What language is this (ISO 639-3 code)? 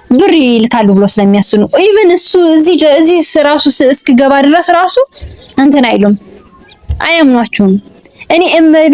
amh